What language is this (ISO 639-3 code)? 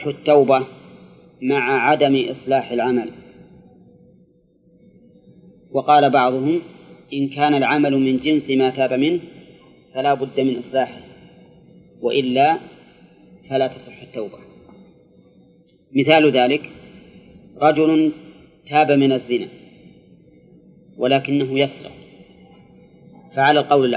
ara